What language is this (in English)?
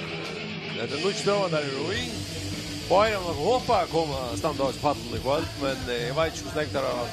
Faroese